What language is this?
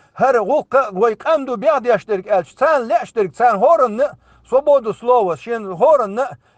Chechen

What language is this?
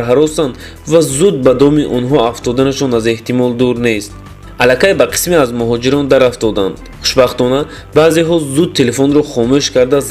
Tajik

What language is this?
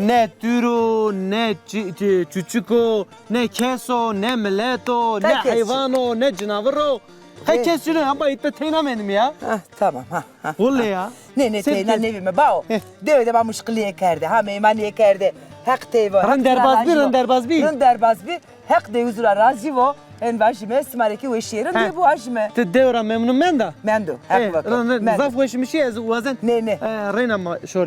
Zaza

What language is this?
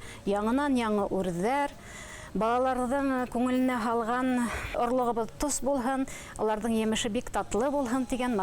Bashkir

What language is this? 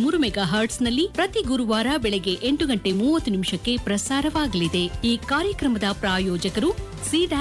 Kannada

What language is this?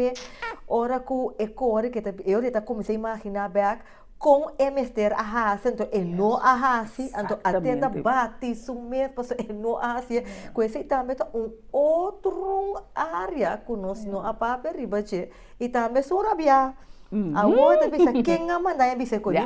Papiamento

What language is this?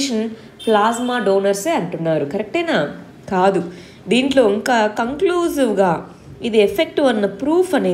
Telugu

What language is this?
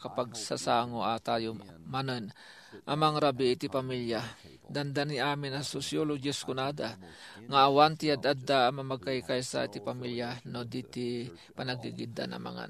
Iloko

